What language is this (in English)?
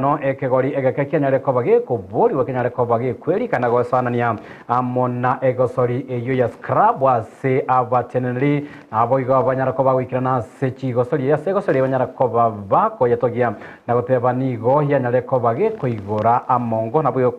Gusii